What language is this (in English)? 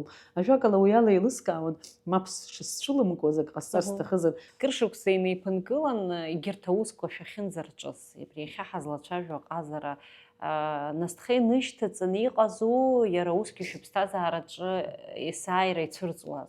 Abkhazian